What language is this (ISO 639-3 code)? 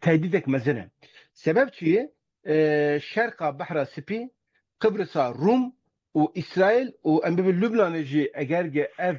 kur